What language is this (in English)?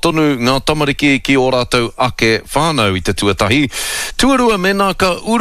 Māori